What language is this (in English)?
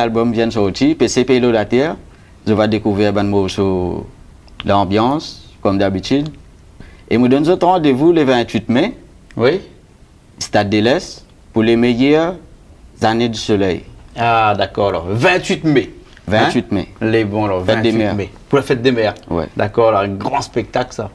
Réunion Creole French